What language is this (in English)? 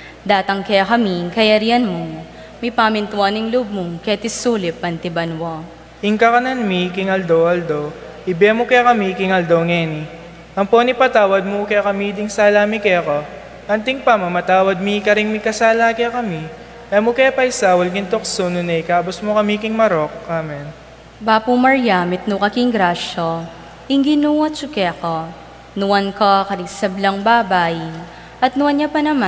Pampanga